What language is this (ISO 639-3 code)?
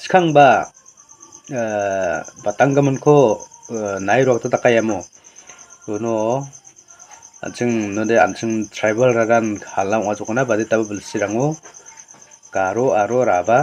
grt